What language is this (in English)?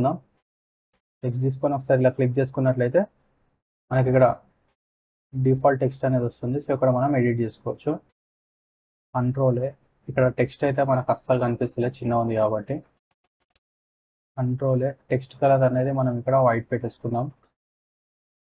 Telugu